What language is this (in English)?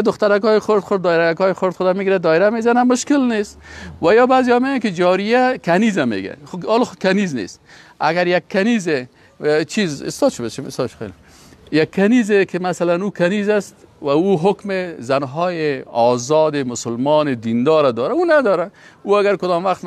Persian